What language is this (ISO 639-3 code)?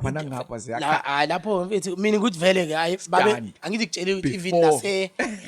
zul